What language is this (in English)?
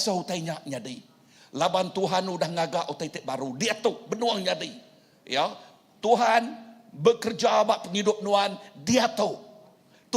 Iban